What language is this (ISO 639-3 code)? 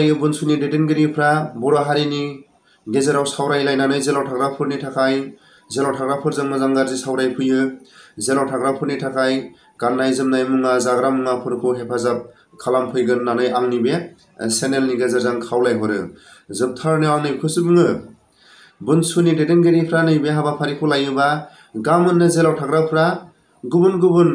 brx